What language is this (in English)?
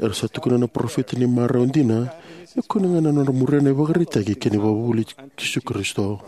Fijian